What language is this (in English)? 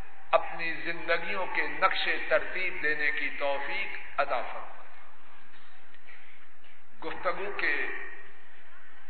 Urdu